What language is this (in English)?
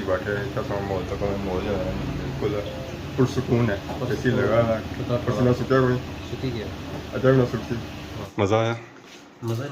Pahari-Potwari